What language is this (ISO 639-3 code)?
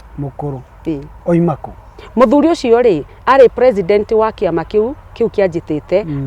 kik